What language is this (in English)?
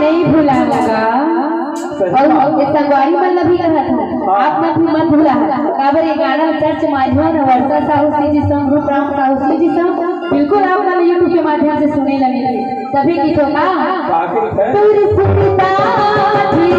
Chhattisgarhi